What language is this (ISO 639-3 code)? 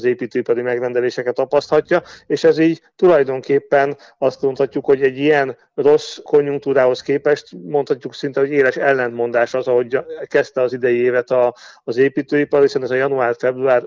hun